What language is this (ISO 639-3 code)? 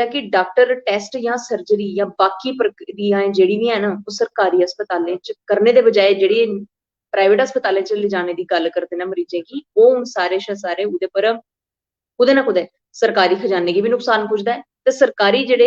doi